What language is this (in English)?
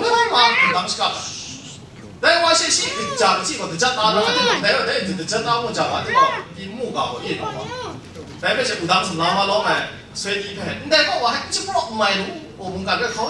Kachin